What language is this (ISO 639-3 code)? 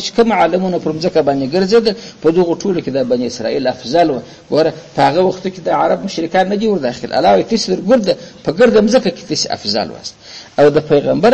pus